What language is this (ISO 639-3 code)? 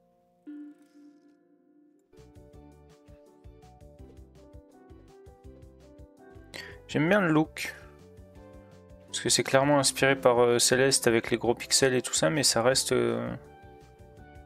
fra